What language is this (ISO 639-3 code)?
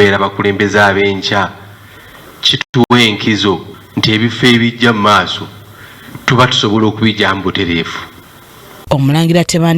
lug